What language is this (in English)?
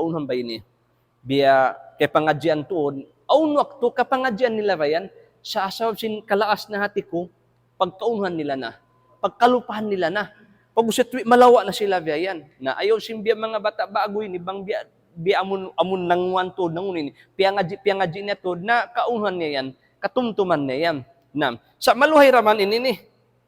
Tausug